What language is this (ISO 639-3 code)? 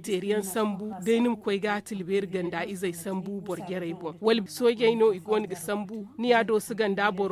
dje